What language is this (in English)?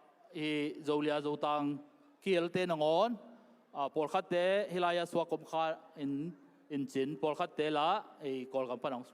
Tedim Chin